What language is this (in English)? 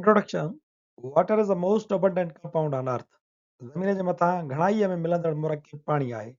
Sindhi